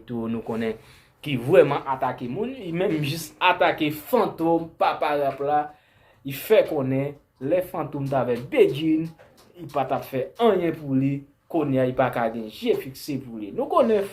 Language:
Haitian Creole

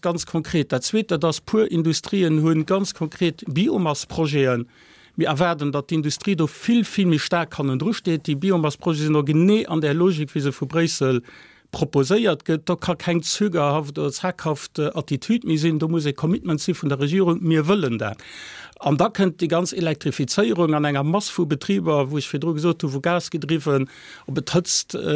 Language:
Luxembourgish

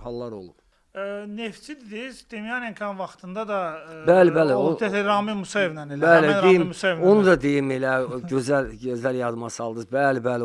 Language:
Azerbaijani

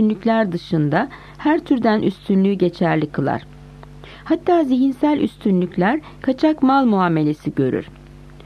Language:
Turkish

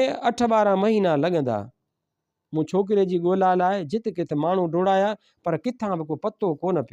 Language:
Sindhi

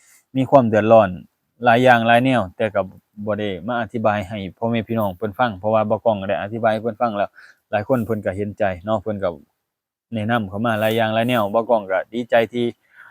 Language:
Lao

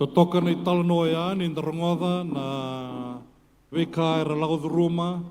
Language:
Fijian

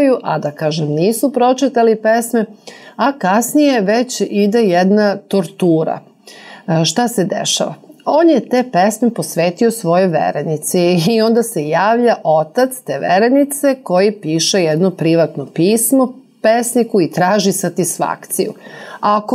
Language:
Serbian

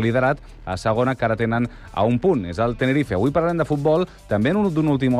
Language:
Catalan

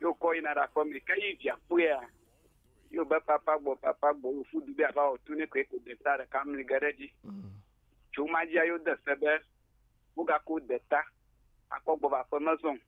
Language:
Ewe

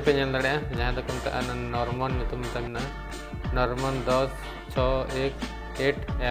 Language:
Santali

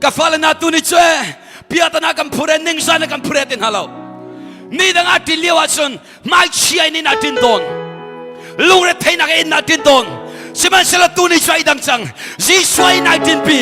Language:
Hakha Chin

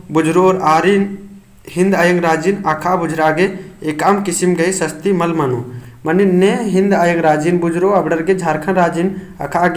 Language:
Kurukh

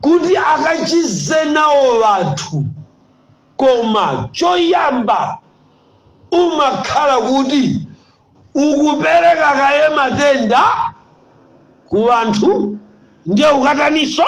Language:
Nyanja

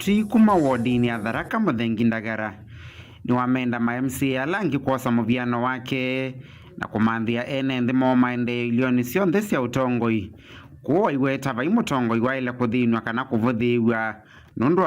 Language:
Kamba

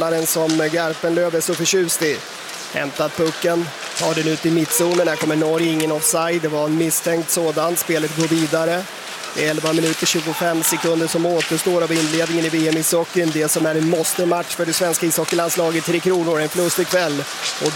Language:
Swedish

